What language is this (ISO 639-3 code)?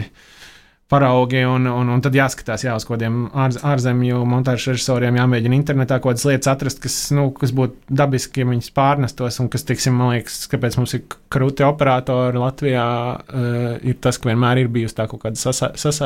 lav